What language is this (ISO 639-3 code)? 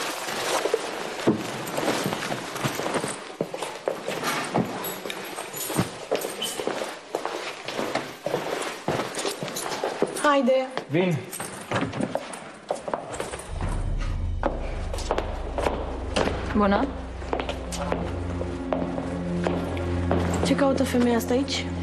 ron